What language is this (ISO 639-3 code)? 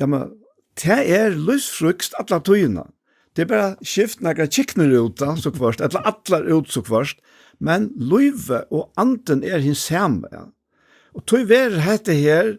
fao